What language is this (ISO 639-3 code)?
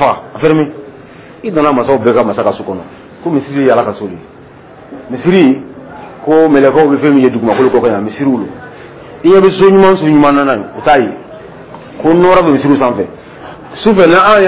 dyu